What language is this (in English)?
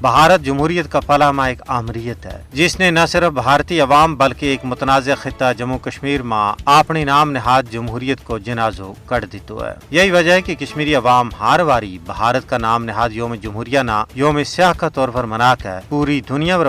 Gujari